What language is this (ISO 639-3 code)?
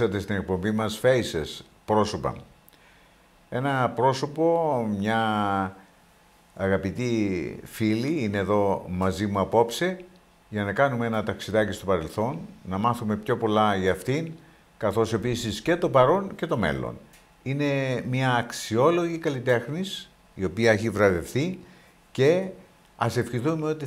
ell